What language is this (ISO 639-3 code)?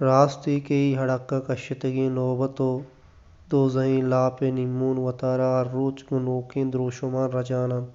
bal